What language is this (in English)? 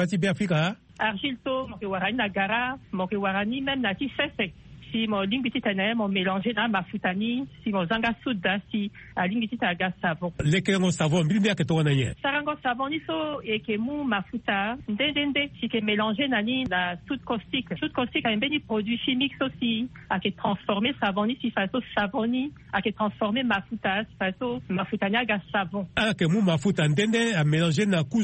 Sango